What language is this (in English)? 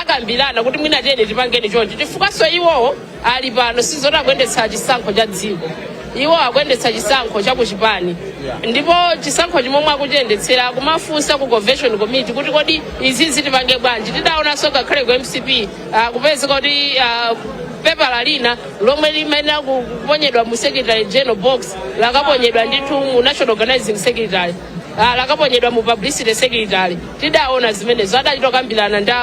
Nyanja